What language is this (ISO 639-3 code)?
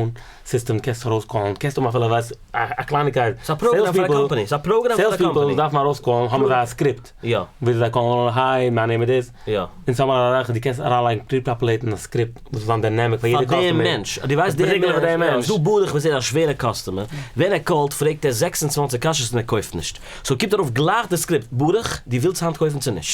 yid